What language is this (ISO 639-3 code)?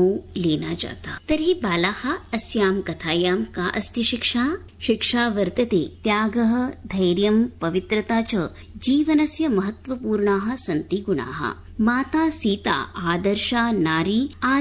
san